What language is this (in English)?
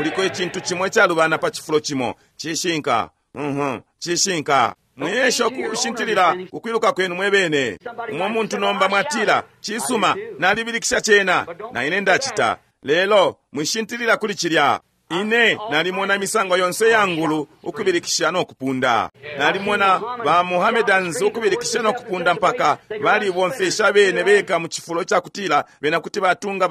Bemba